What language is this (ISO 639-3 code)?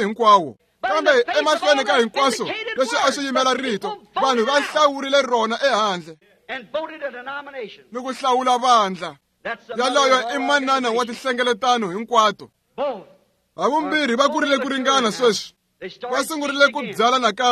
tso